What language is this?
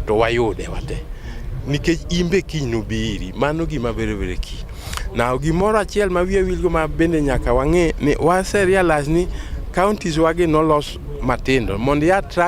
Luo (Kenya and Tanzania)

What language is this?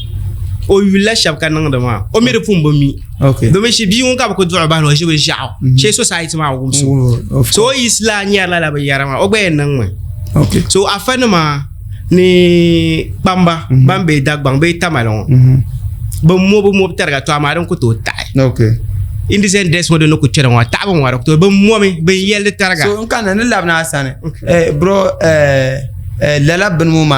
Dagbani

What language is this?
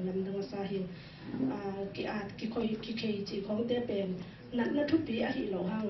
Tedim Chin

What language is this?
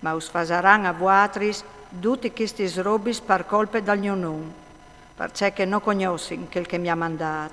Friulian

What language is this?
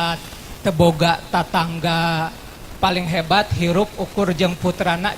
Sundanese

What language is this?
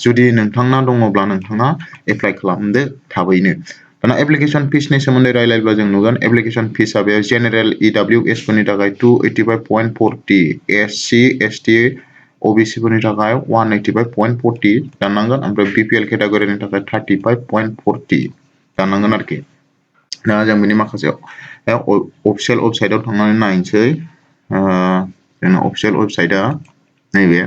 Bodo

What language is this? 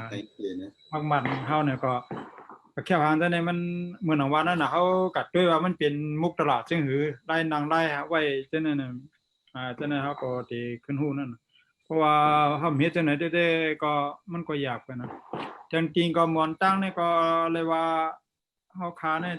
Shan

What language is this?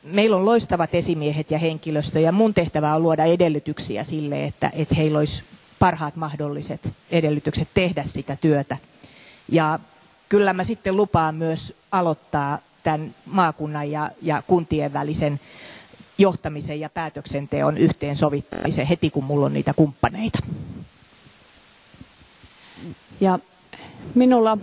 Finnish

